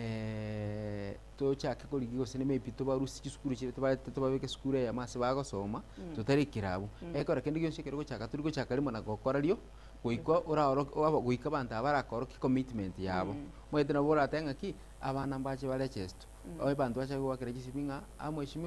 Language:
Gusii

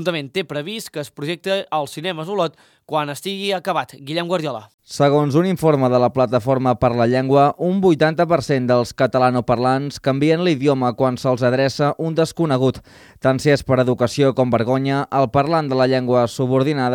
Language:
Catalan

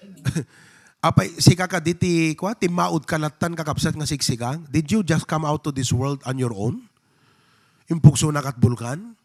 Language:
Iloko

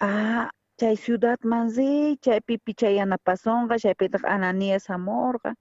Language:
South Bolivian Quechua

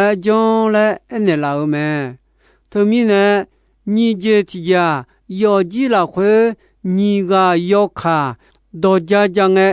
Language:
Akha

